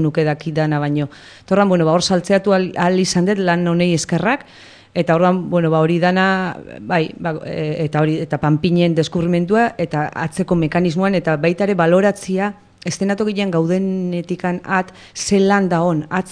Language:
Basque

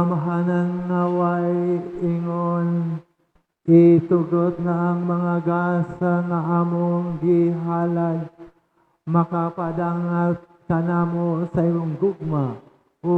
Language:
Cebuano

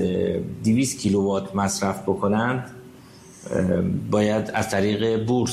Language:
Persian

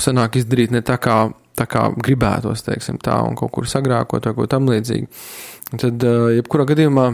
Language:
Latvian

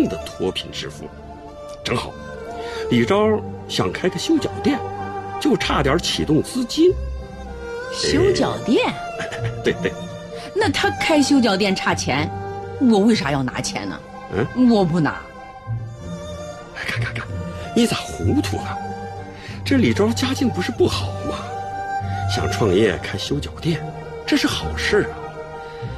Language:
Chinese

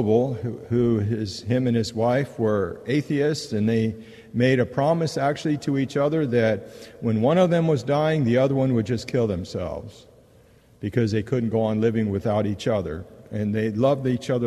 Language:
English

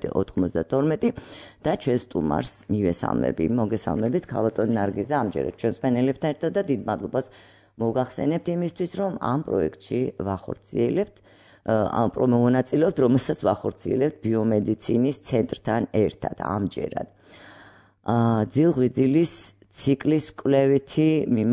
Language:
Georgian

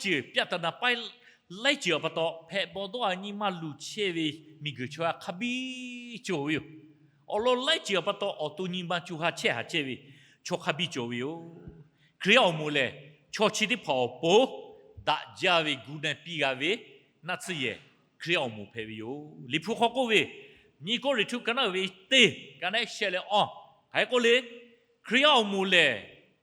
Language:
Lahu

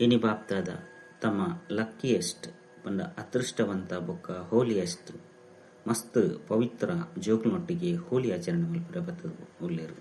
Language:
Tulu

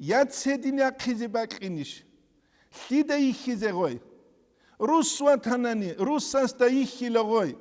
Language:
Avaric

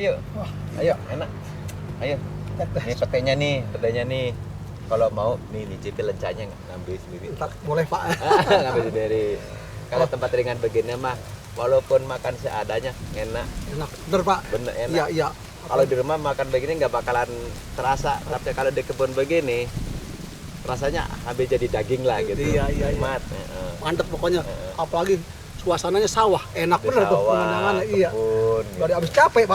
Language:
Betawi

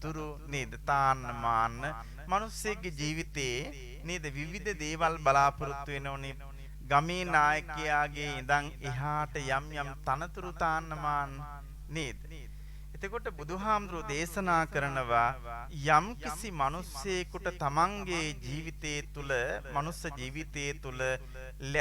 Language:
Sinhala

